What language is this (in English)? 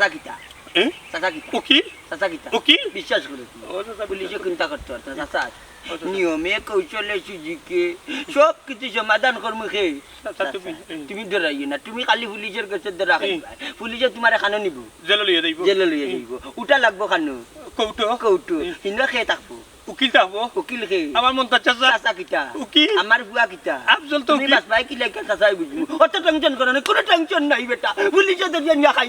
Sylheti